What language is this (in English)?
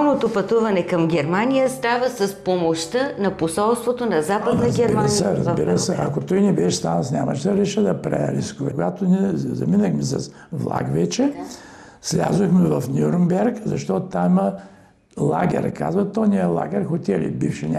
Bulgarian